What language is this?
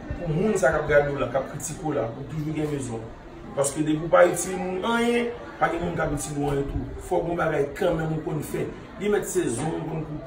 Haitian Creole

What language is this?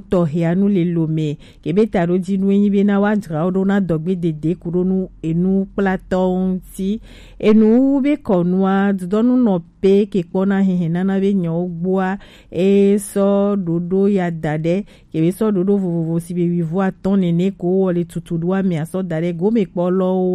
Gen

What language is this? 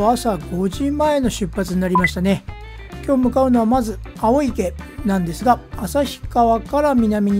Japanese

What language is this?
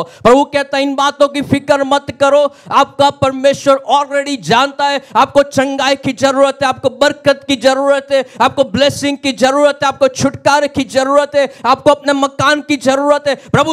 Hindi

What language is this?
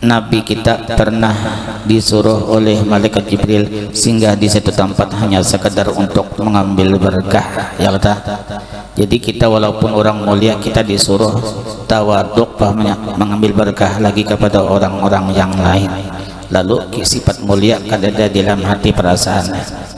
Banjar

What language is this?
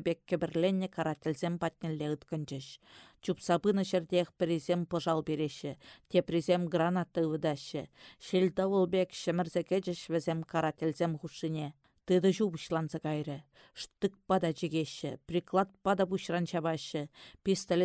Chuvash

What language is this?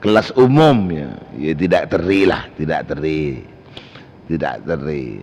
Madurese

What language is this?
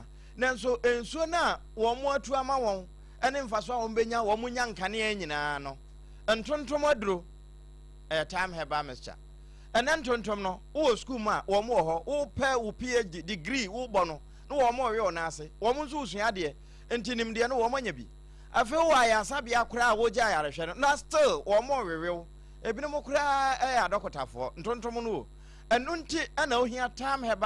Akan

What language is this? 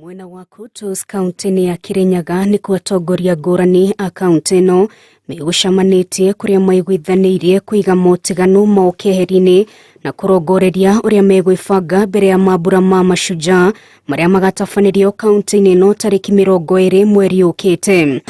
Kikuyu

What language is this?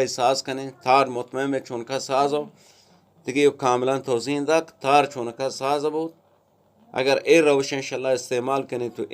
Eastern Balochi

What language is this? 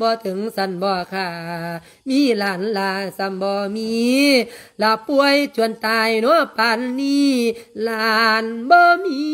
Lao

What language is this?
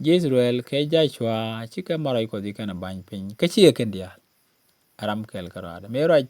Nuer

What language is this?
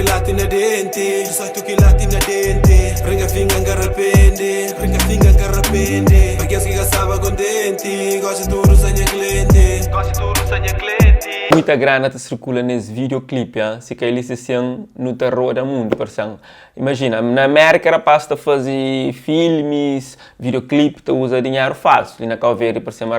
Kabuverdianu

